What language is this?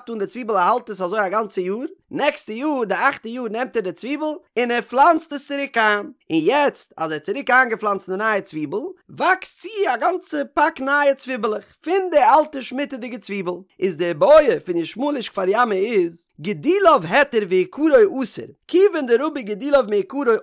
Yiddish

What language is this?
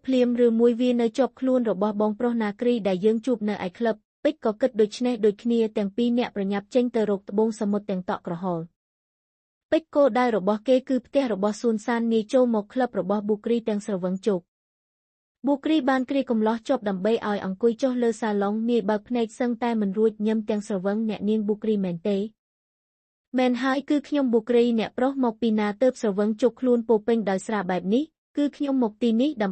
Khmer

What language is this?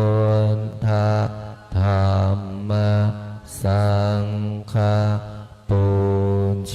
Pali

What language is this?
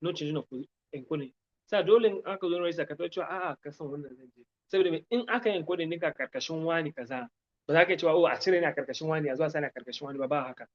Hausa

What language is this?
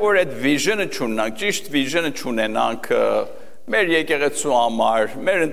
Armenian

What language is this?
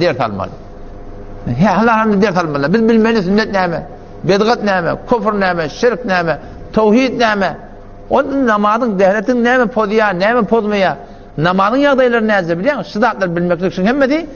Turkmen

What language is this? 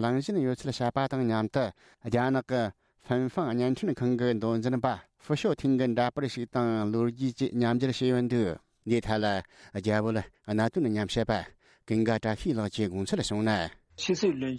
Tibetan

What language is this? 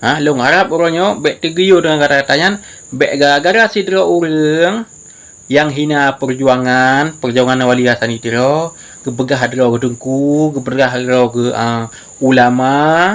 Achinese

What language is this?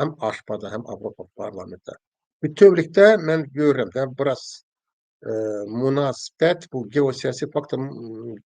Azerbaijani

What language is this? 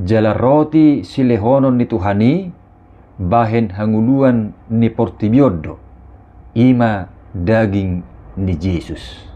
Batak Toba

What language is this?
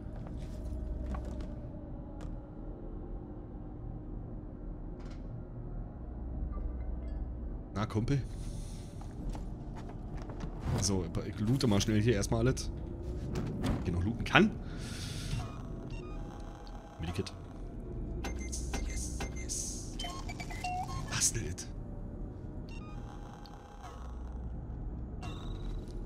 German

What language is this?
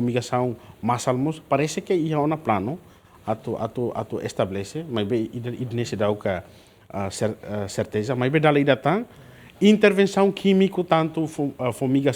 Tetum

